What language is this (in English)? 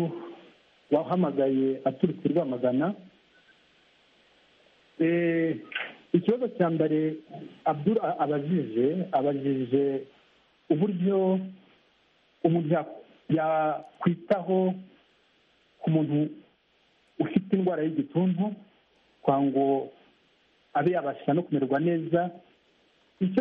Kinyarwanda